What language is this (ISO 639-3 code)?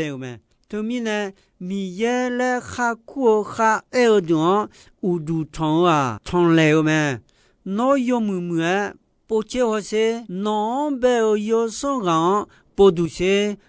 ahk